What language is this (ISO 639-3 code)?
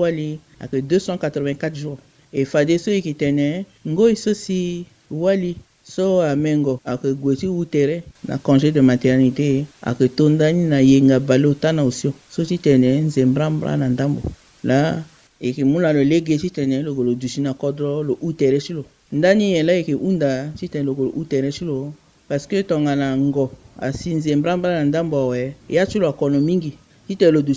sag